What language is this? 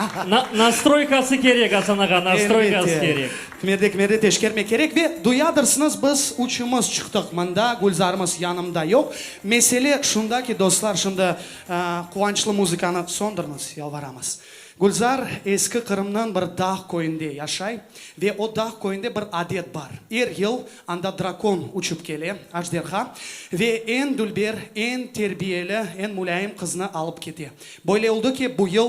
Crimean Tatar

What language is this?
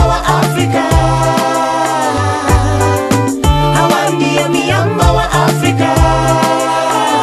Swahili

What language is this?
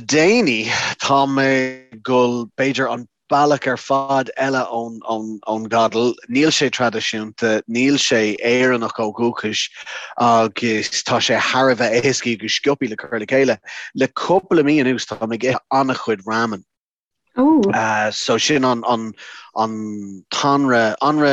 Irish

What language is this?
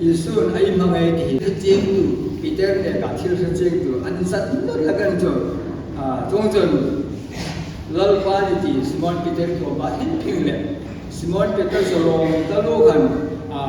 Hmar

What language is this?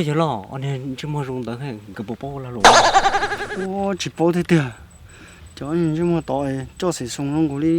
Hmong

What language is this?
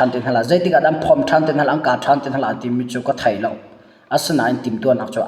Hakha Chin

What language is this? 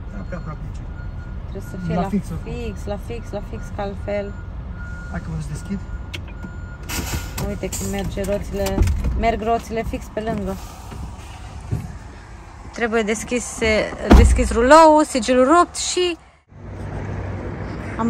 Romanian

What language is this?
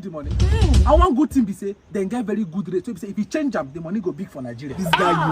Nigerian Pidgin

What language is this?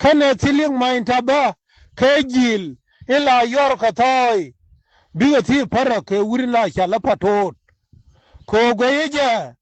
Nuer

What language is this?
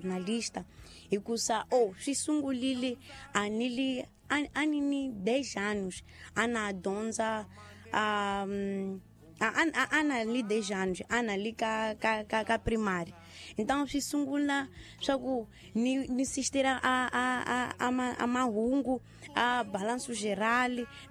Tsonga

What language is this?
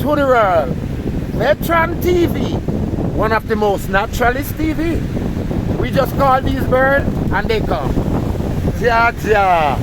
Jamaican Creole English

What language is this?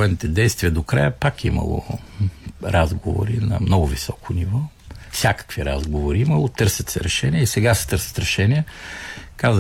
Bulgarian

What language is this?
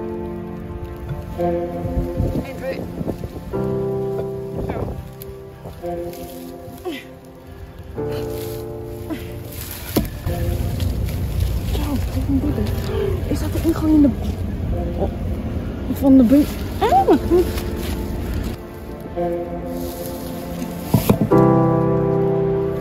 Dutch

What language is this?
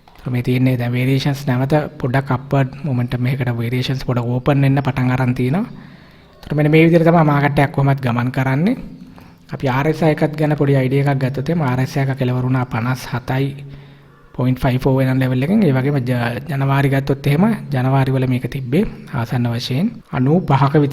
Sinhala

